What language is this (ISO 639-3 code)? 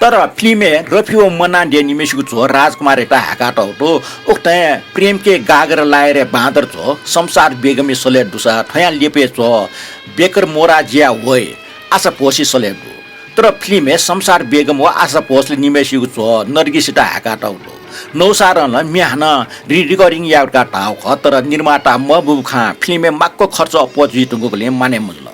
new